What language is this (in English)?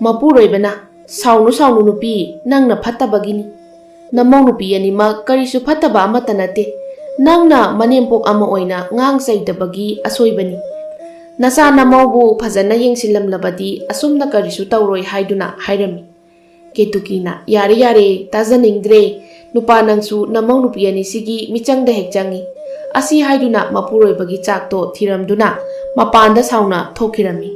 Manipuri